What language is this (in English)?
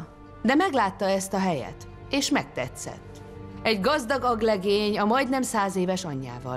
Hungarian